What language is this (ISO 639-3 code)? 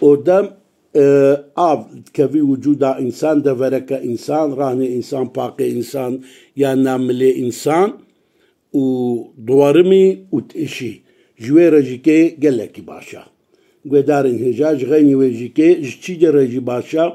kur